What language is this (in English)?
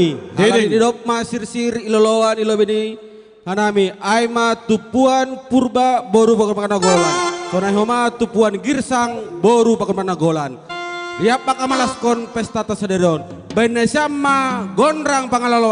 Batak Simalungun